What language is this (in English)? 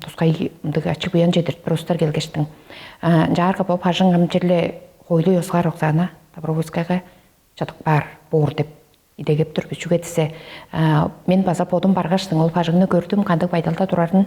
Tuvinian